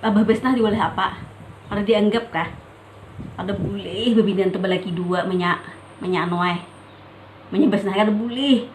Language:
Banjar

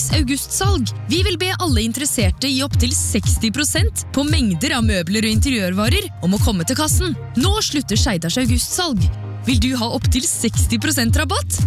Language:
Norwegian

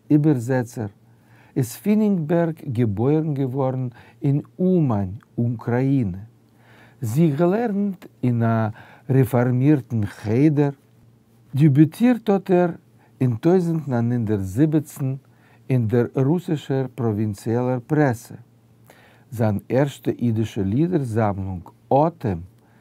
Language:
Yiddish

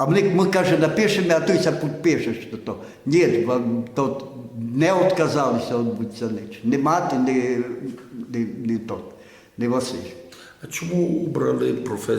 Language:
Rusyn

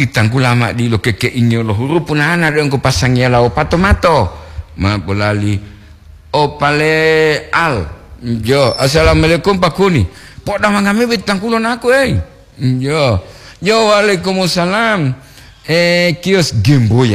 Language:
Gorontalo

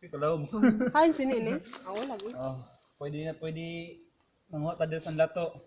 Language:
Cebuano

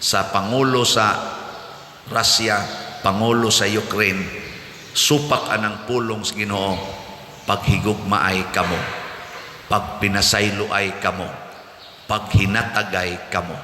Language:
Cebuano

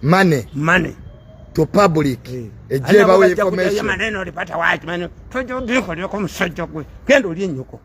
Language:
Ganda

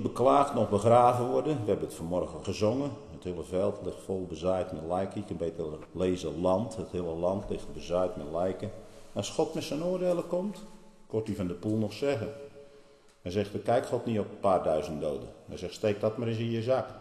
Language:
Dutch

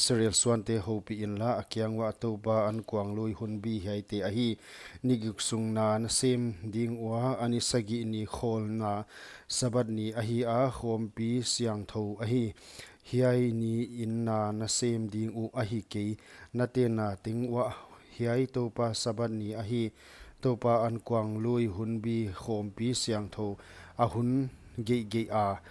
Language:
Paite Chin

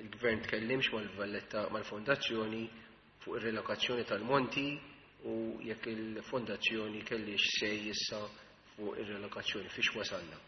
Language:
Maltese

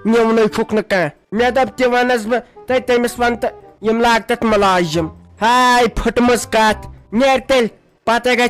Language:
Kashmiri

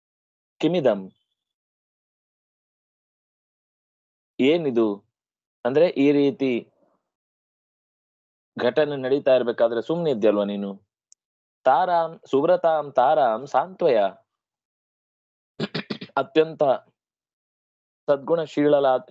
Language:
Kannada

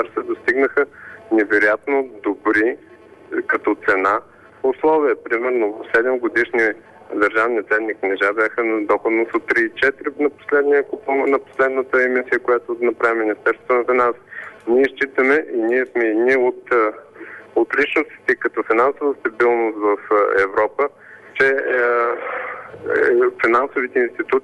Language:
Bulgarian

